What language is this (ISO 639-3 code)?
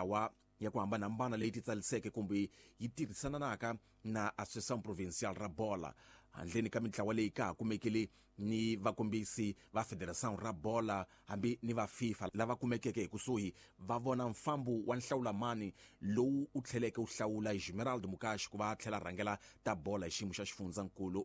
tso